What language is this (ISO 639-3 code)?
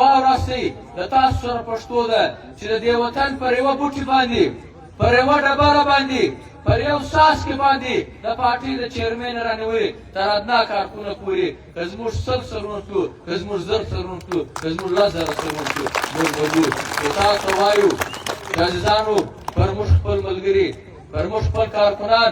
pus